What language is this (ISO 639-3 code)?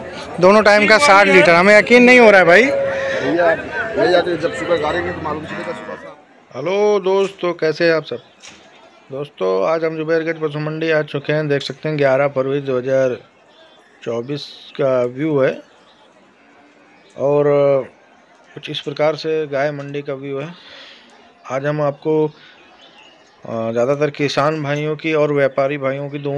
hin